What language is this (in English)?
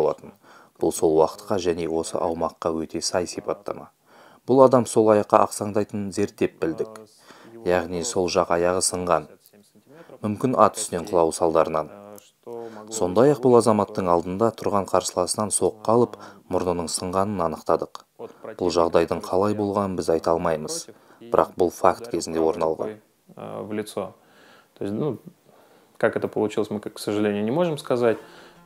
Kazakh